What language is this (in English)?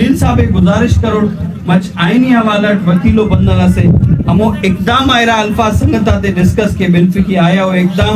Brahui